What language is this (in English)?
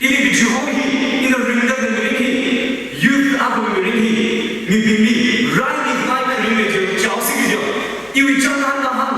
Tangkhul Naga (India)